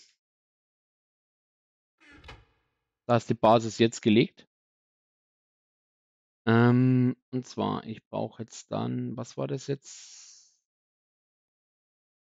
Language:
German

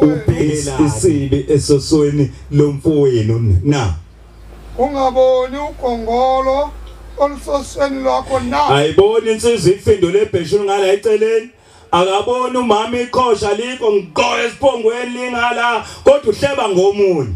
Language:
Zulu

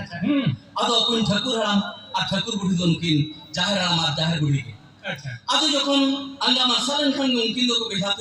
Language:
Santali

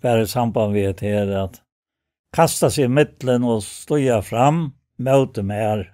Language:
Faroese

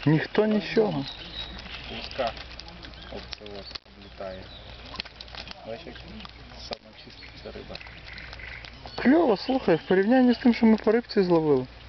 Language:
Ukrainian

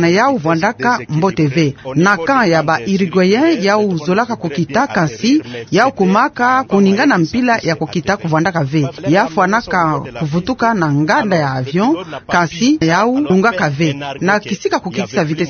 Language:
Kituba (Democratic Republic of Congo)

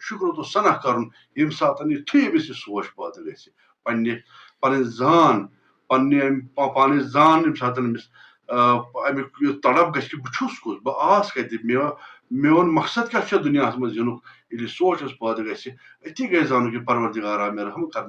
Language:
Kashmiri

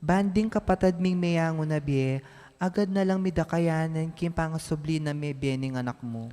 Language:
Pampanga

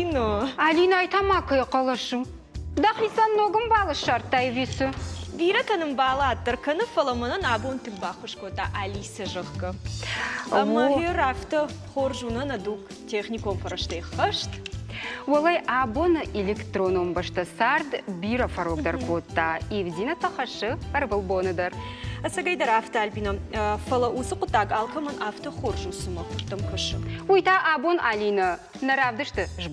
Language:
Ossetic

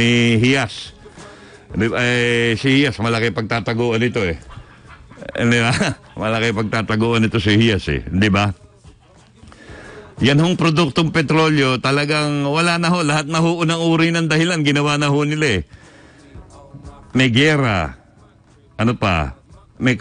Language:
Filipino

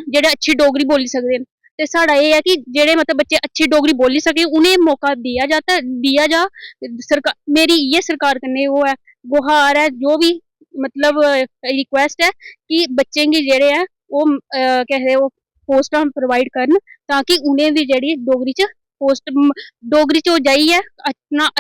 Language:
Dogri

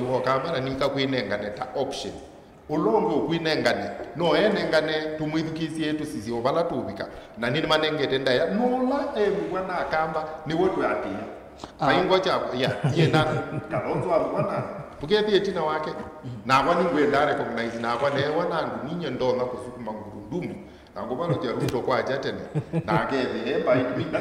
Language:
Kamba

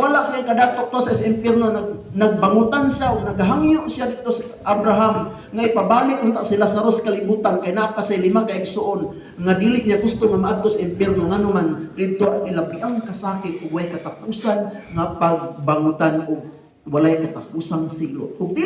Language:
Cebuano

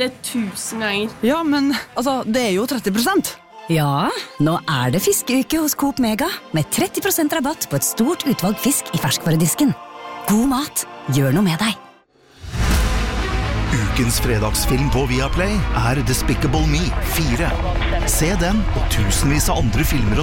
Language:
Norwegian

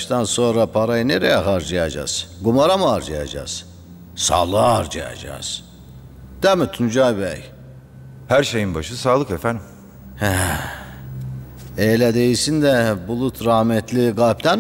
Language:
Turkish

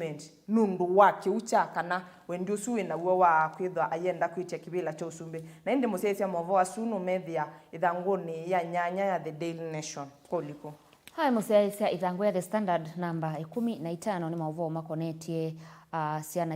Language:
Kamba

